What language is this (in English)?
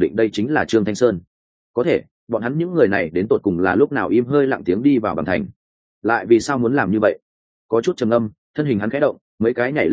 Vietnamese